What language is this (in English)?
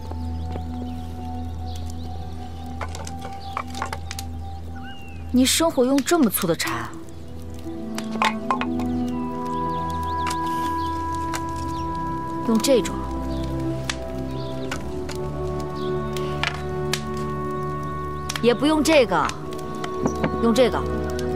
Chinese